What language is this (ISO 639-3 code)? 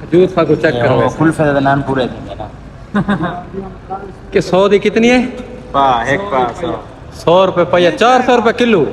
skr